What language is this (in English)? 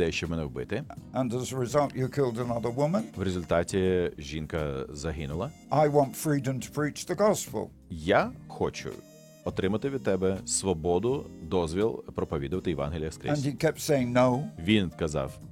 Ukrainian